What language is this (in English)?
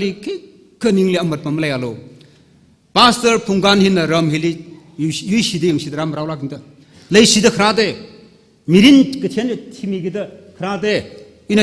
Tangkhul Naga (India)